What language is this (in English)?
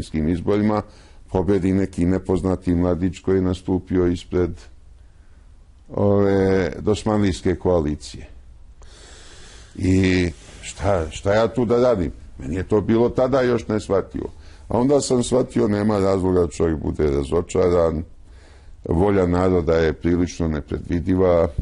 Serbian